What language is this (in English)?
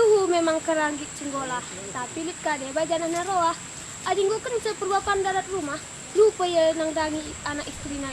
Batak Karo